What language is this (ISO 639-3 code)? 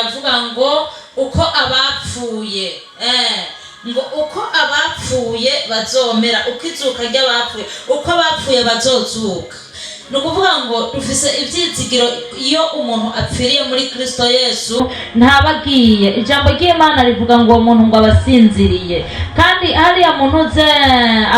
run